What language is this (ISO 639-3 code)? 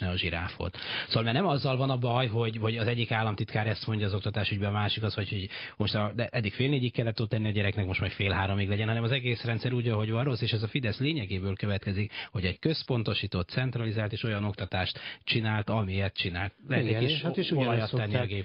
hun